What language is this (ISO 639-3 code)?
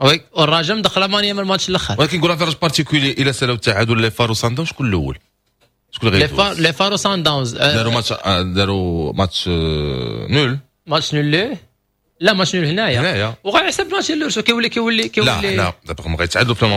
ary